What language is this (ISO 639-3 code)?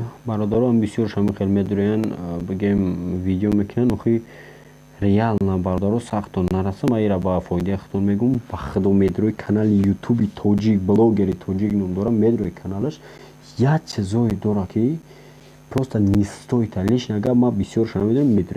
tgk